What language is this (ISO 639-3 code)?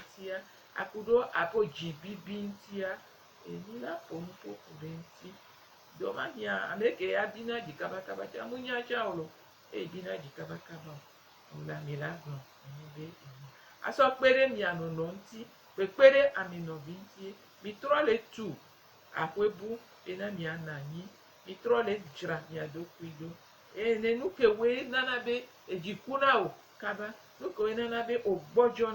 gej